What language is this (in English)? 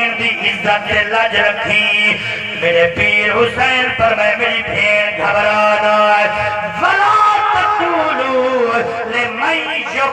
Saraiki